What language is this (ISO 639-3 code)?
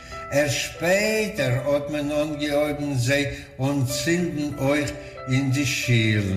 yid